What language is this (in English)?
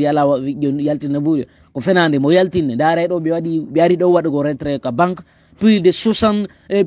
Fula